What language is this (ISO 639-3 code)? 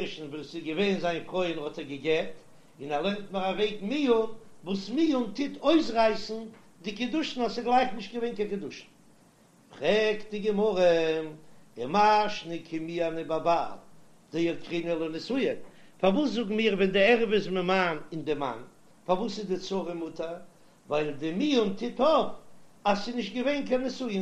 yid